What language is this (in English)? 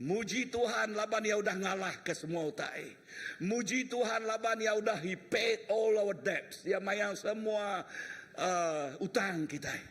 Iban